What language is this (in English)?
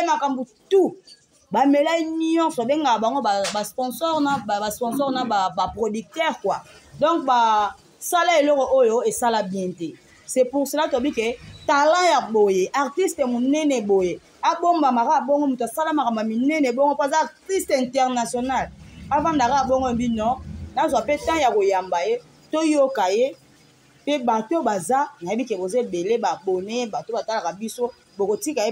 Lingala